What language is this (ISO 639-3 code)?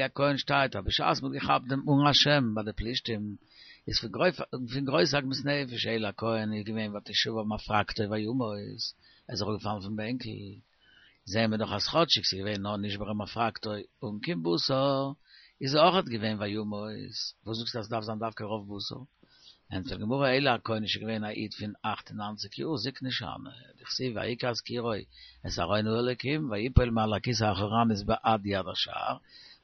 yid